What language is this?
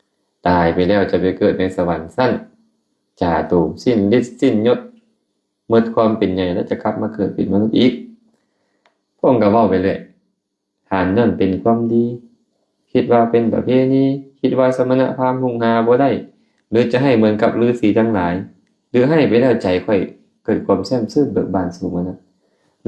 Lao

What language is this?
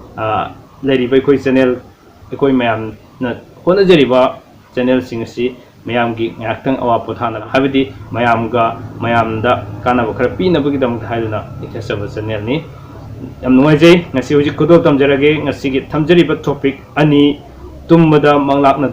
Manipuri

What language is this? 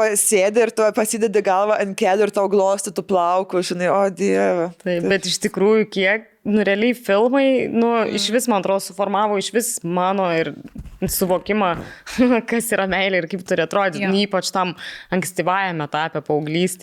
Lithuanian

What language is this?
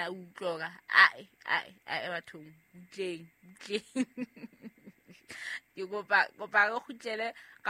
Southern Sotho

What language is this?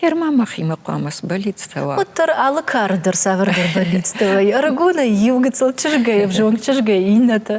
Ossetic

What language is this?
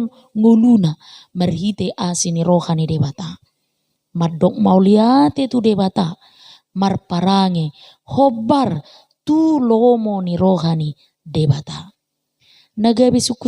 Batak Toba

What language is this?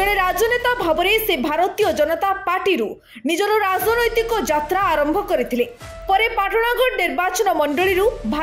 Odia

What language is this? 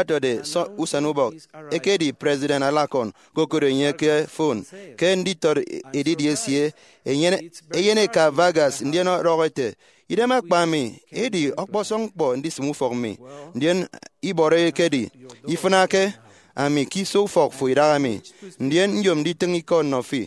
Efik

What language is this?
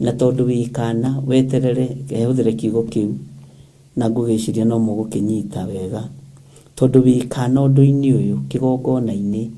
Kikuyu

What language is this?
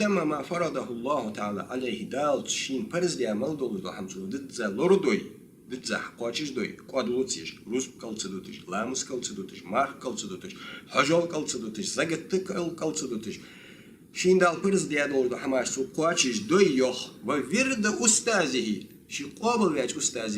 Ingush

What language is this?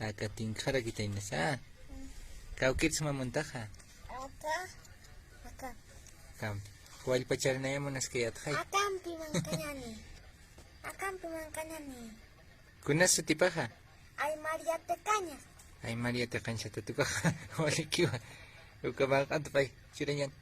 Aymara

